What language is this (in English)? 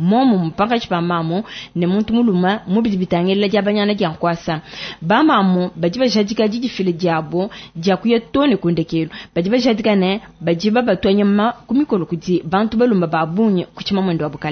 Luba-Lulua